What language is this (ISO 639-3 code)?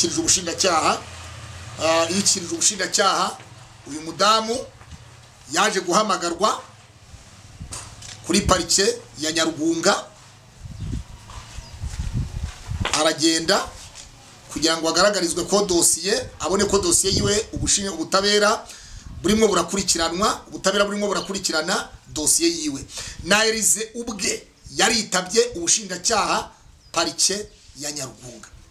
kin